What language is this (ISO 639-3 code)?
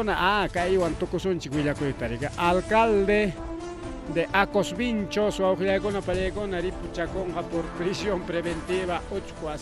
quy